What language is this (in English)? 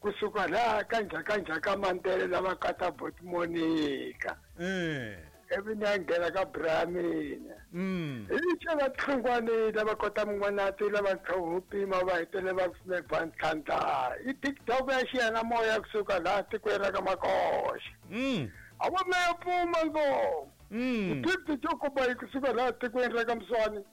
Tsonga